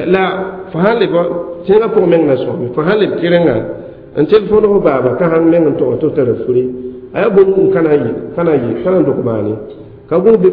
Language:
Mossi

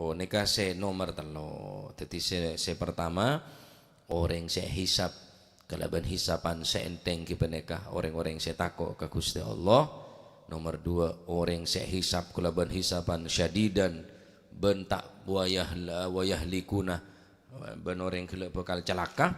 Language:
Madurese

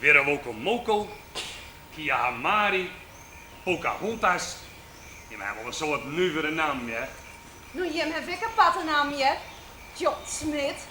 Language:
Western Frisian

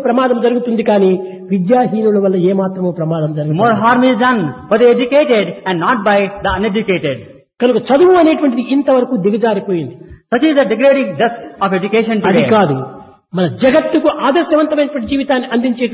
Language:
Telugu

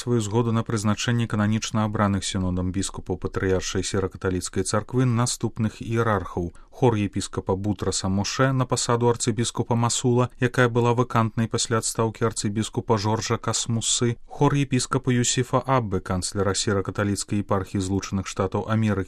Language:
Belarusian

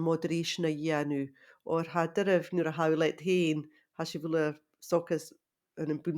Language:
Scottish Gaelic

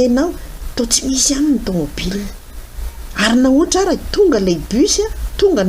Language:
Malagasy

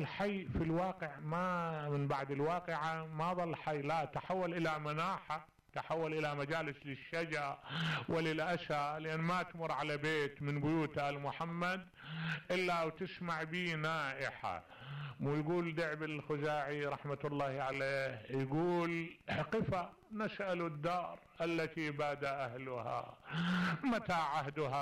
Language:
Mesopotamian Arabic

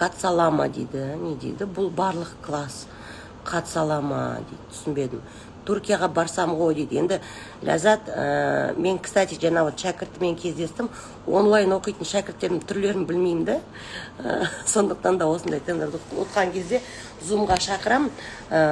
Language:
Kazakh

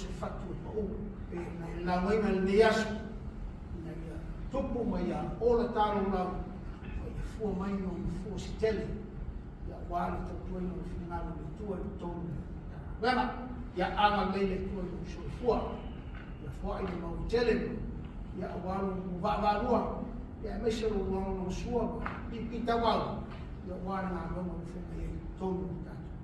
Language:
Samoan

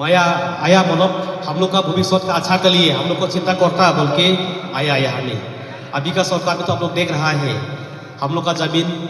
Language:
Karbi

